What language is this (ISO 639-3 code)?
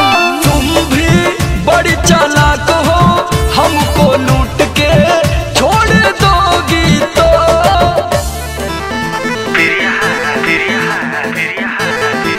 bho